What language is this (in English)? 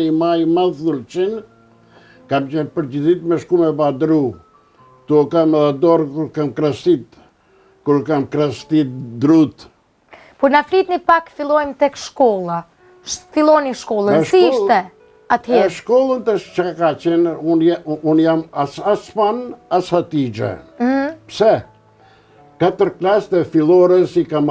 Albanian